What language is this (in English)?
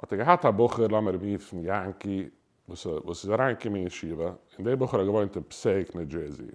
Yiddish